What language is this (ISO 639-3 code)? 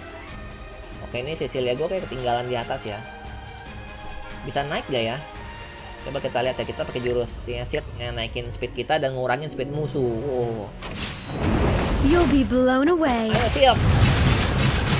ind